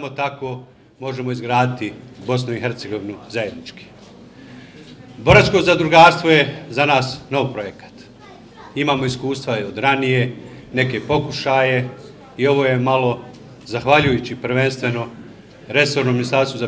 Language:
Bosnian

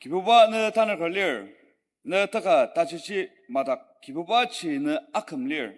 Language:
Ao Naga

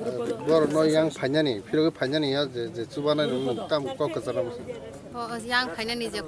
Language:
Kok Borok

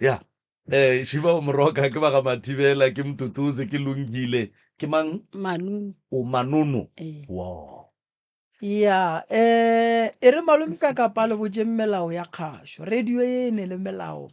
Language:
Northern Sotho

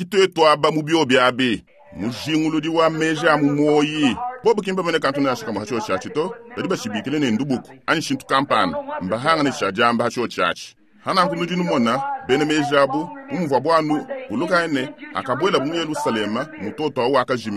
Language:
Luba-Lulua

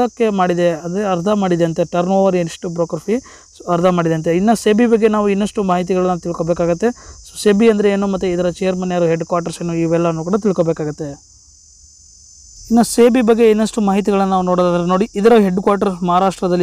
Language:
Kannada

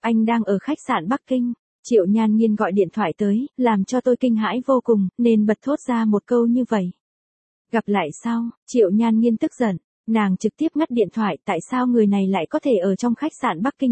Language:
Vietnamese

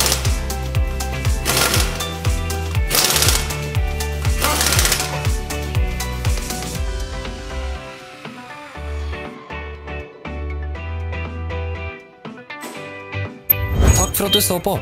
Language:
Norwegian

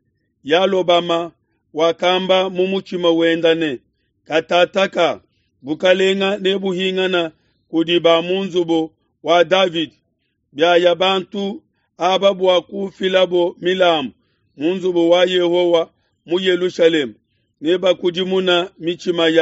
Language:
Luba-Lulua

